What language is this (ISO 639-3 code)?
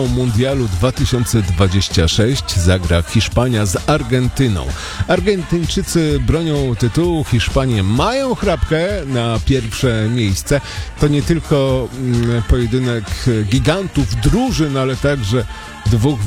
pol